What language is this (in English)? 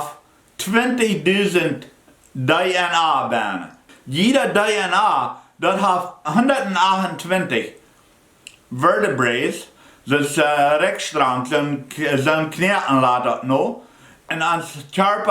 Plautdietsch